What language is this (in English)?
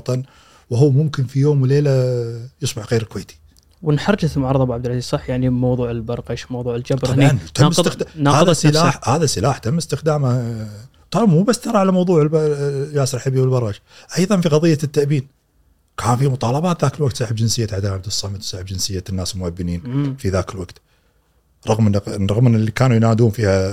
Gulf Arabic